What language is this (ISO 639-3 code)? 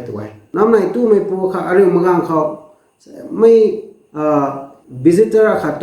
nbu